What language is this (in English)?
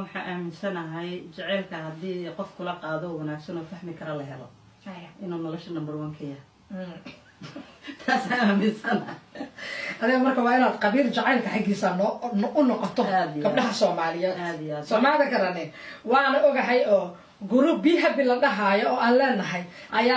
Somali